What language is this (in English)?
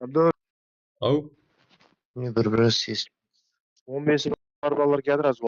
Kara-Kalpak